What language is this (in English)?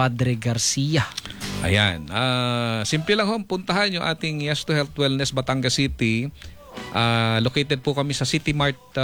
Filipino